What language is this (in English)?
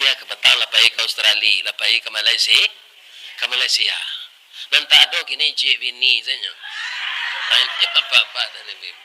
Minangkabau